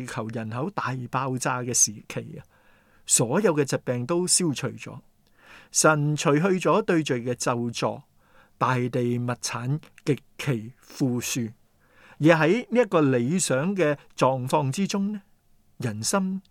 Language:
Cantonese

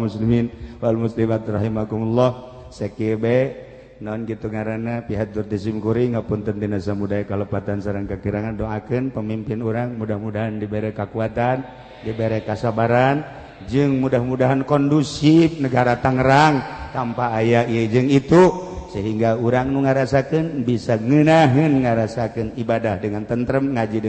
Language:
Sundanese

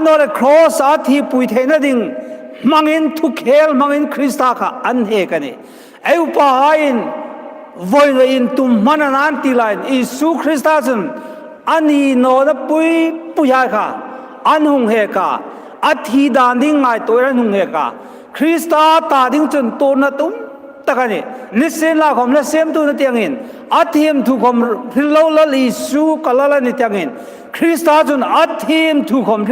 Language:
Hmar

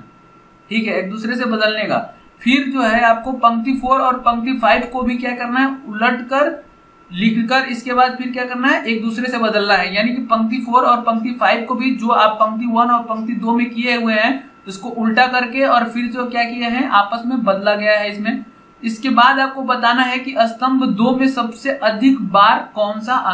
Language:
Hindi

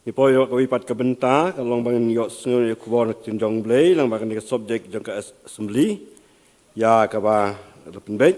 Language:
Khasi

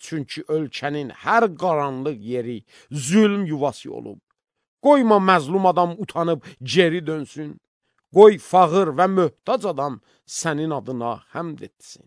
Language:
Azerbaijani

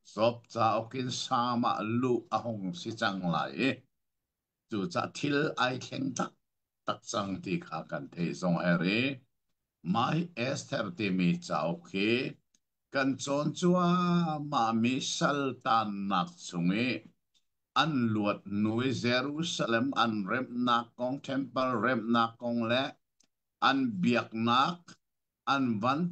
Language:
Hakha Chin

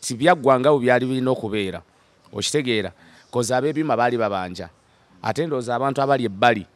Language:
Nyankole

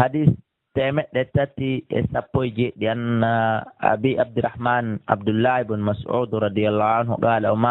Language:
Fula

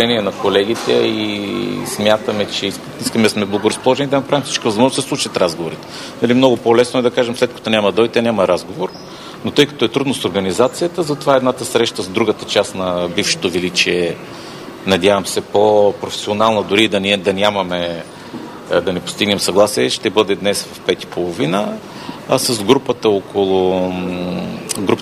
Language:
Bulgarian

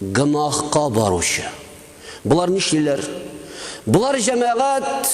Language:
Tatar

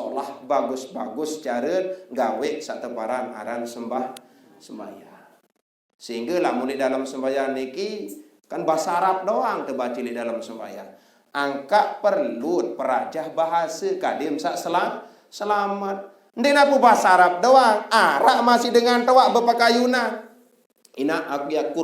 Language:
Sasak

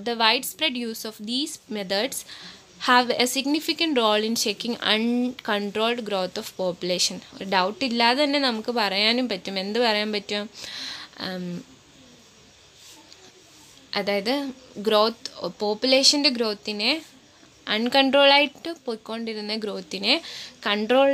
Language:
Malayalam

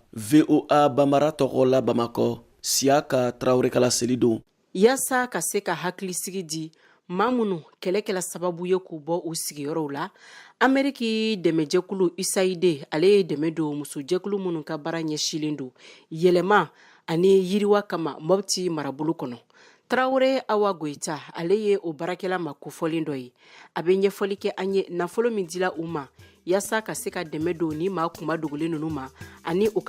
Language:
Bambara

